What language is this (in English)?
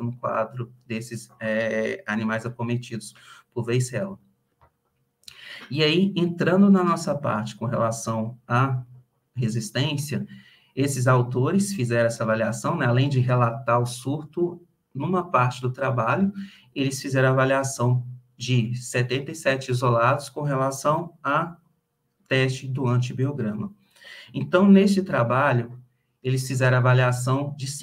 Portuguese